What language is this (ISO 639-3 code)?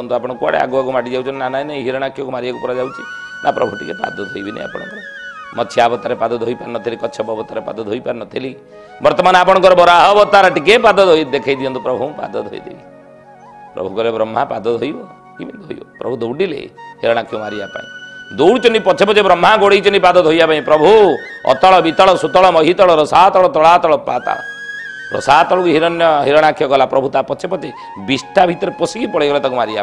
ori